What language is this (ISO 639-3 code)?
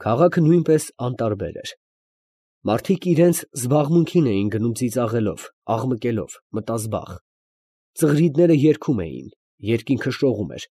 hye